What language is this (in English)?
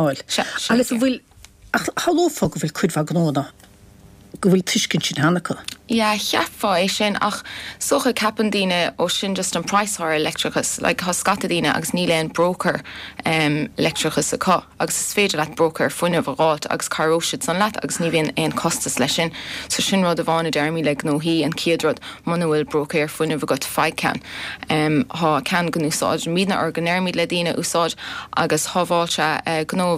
Irish